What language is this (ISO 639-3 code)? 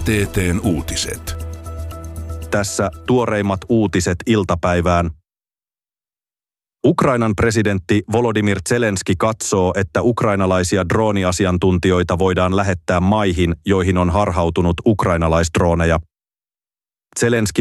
fin